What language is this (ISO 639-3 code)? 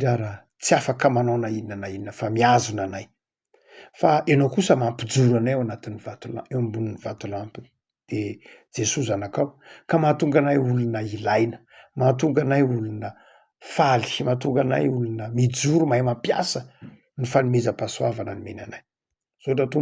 mlg